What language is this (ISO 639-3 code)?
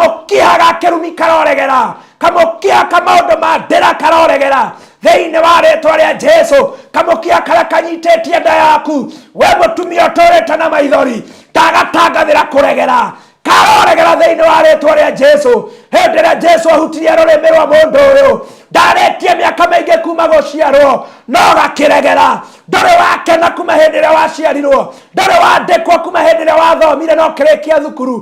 kik